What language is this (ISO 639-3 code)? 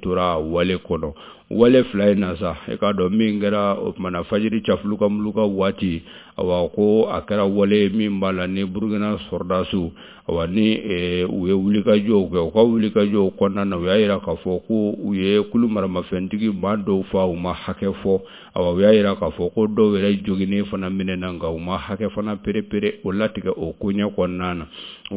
bam